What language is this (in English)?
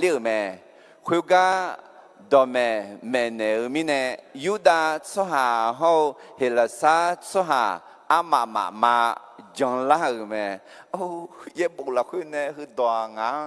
Akha